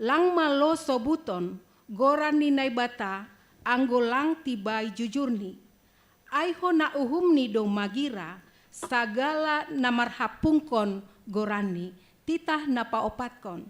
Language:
Batak Simalungun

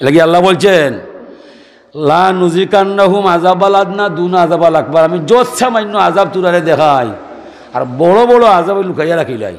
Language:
Sylheti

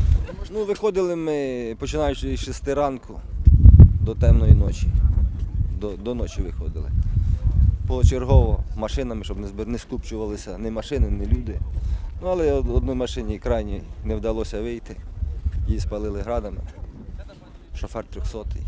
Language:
Ukrainian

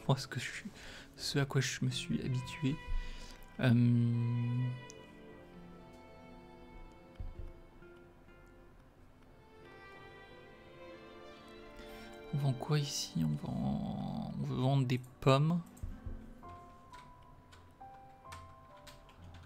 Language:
French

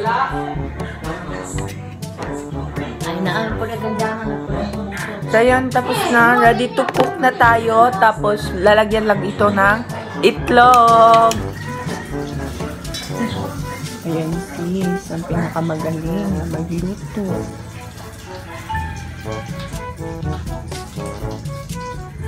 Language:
Filipino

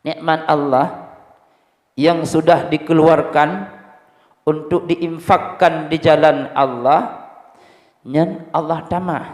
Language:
Achinese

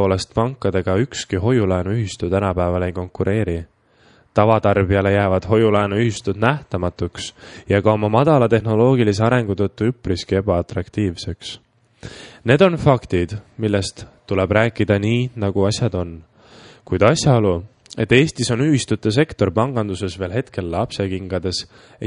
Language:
Estonian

